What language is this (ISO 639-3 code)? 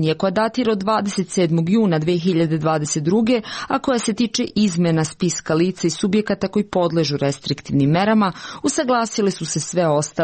srp